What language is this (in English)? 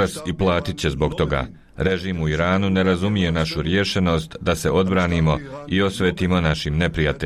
Bosnian